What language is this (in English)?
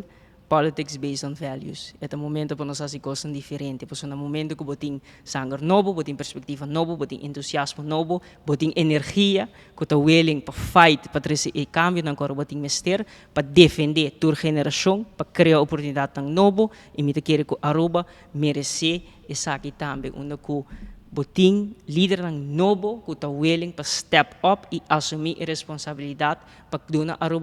Papiamento